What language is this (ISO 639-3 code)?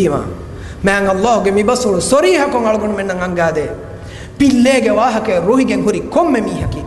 div